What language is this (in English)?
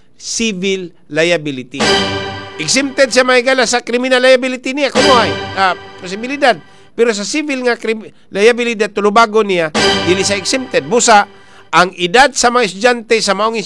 Cebuano